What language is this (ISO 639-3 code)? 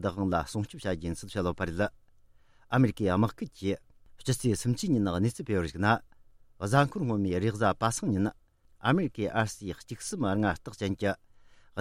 bod